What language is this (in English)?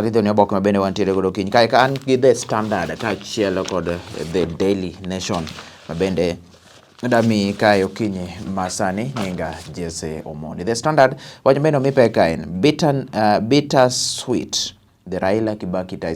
Luo (Kenya and Tanzania)